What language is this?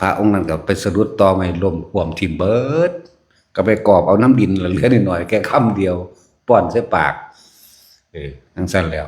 Northeastern Thai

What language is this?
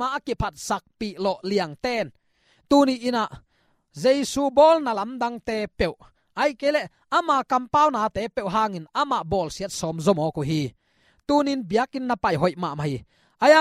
Tedim Chin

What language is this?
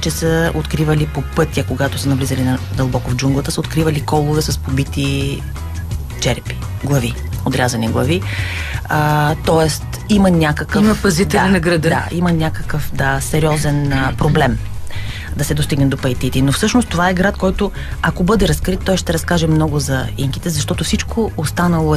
Bulgarian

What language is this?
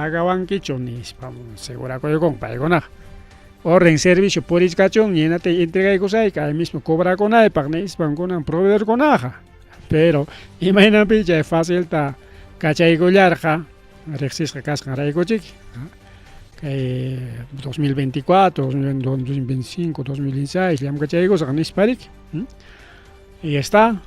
Ayacucho Quechua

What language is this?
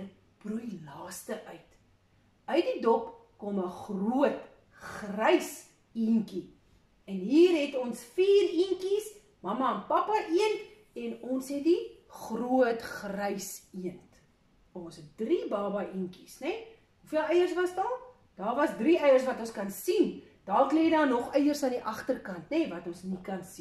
Afrikaans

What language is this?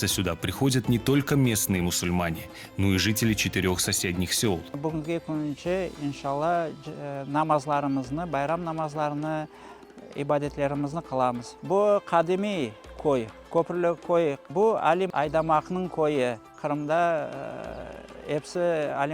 Crimean Tatar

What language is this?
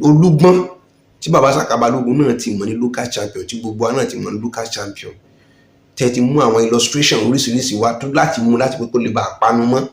Yoruba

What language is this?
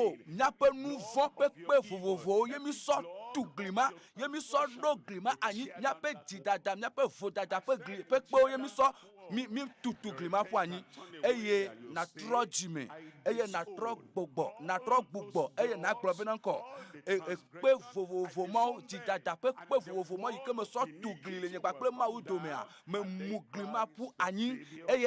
Ewe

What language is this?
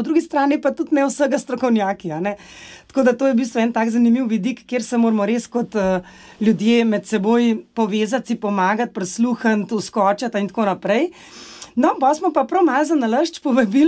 Slovenian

